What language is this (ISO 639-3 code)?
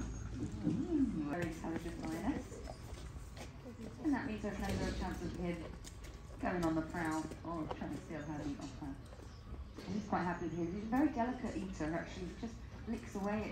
eng